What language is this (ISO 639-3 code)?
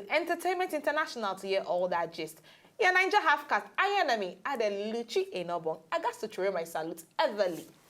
pcm